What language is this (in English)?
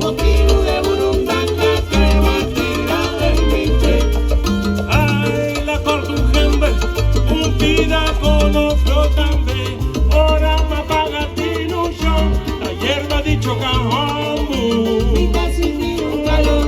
Papiamento